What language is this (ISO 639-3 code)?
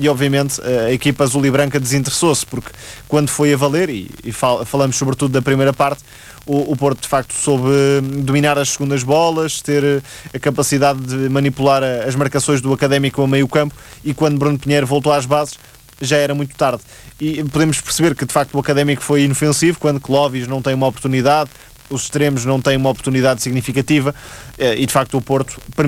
por